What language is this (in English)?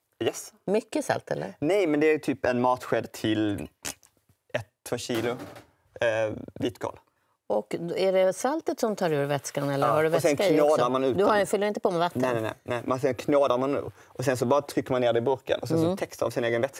Swedish